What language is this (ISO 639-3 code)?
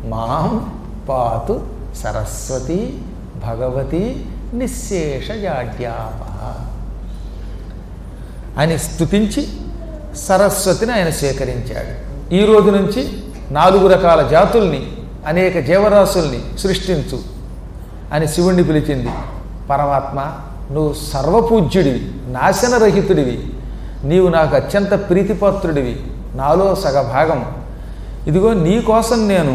tel